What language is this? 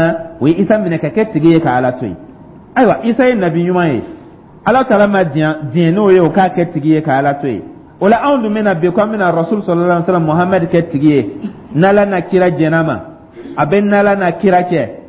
Dyula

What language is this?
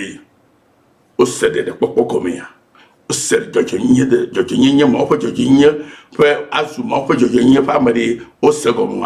Ewe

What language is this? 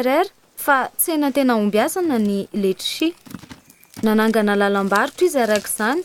Malagasy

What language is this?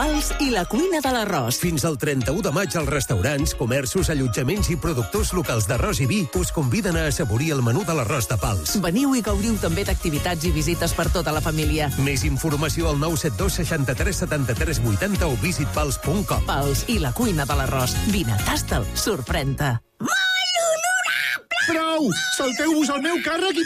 Catalan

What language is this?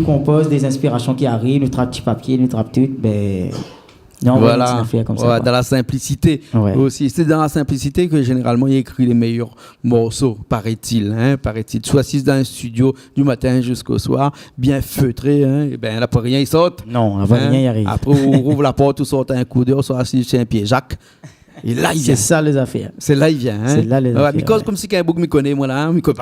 Réunion Creole French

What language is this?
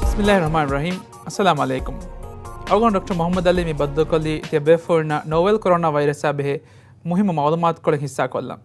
Divehi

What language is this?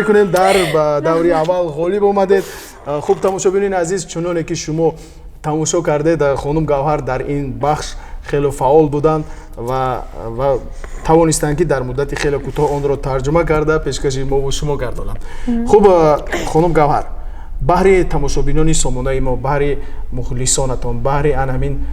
Tajik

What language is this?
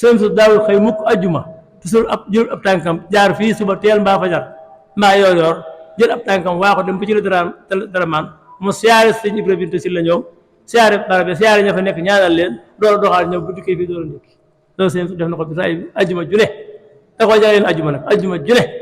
Wolof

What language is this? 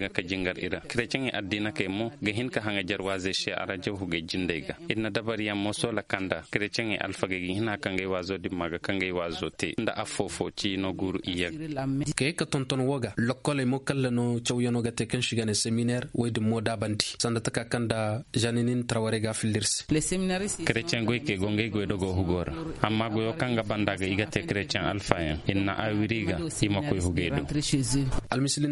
Zarma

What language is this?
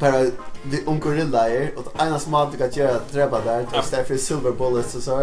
Faroese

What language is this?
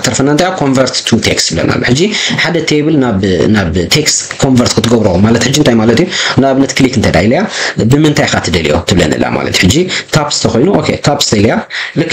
Tigrinya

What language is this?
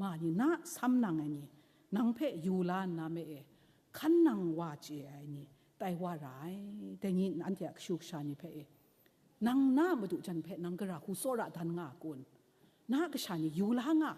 Kachin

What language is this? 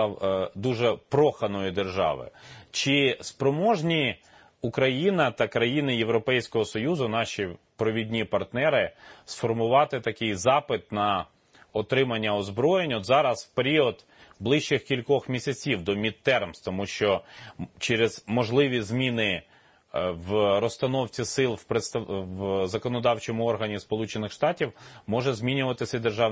Ukrainian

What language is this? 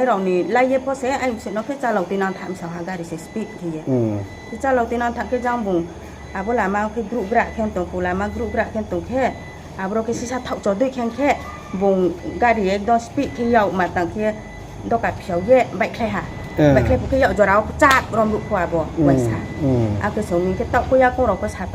Riang (India)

